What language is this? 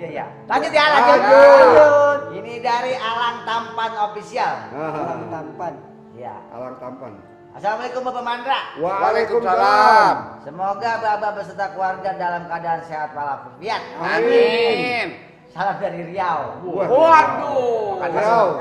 Betawi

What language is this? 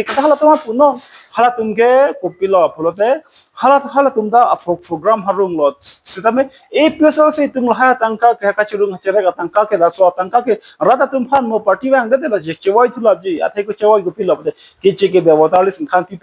Karbi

